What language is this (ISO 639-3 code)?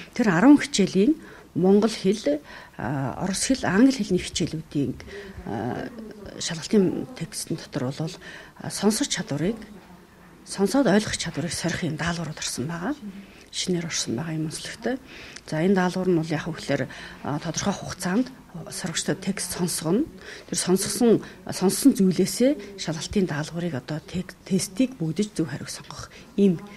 mon